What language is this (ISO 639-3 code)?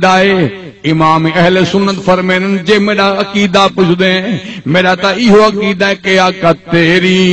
skr